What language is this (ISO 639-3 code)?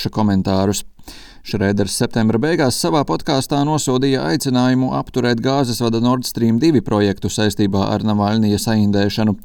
lav